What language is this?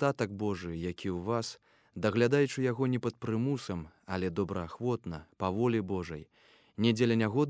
Belarusian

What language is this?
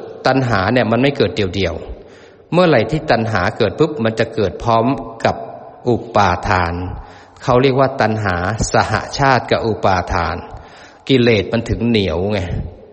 Thai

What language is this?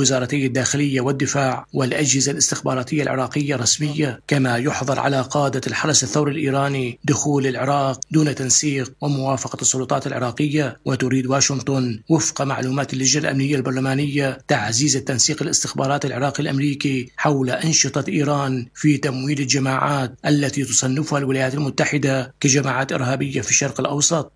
Arabic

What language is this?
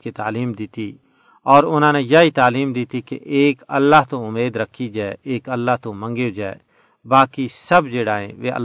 Gujari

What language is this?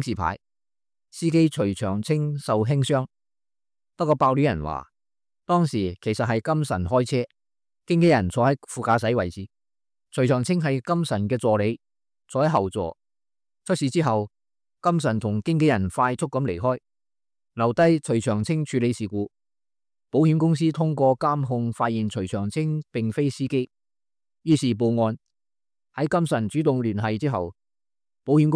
Cantonese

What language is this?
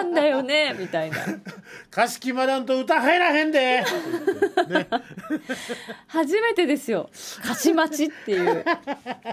Japanese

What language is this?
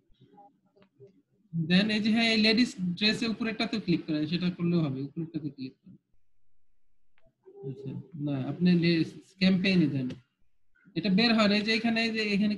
Bangla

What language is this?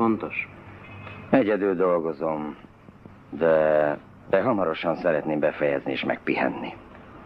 Hungarian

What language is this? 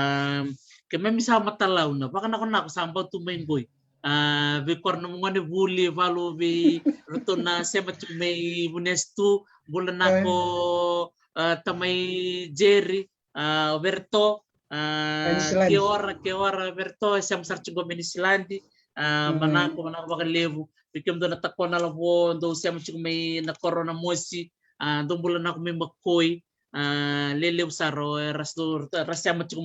Fijian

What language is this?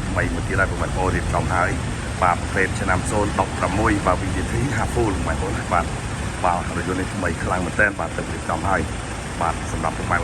Khmer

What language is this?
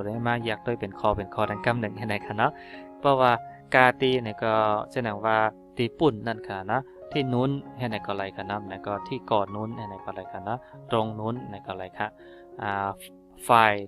Shan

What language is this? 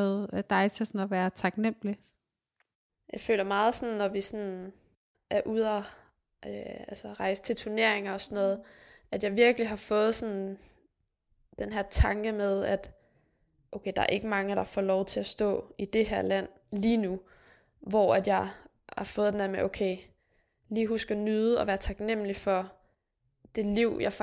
Danish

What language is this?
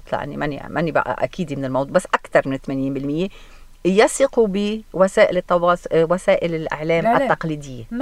North Levantine Arabic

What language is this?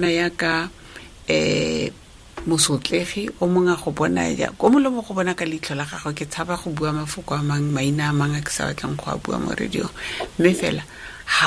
Tswana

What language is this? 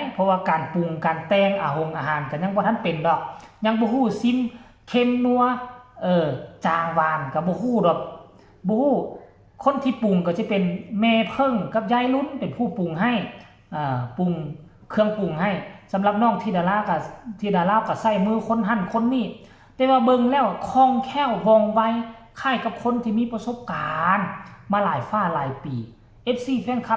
Northeastern Thai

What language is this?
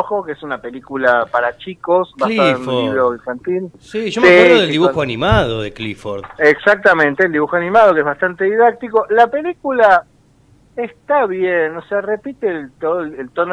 Spanish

